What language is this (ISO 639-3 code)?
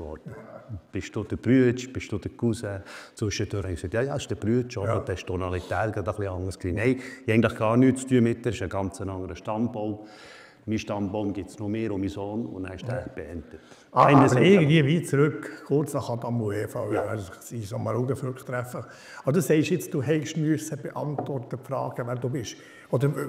gsw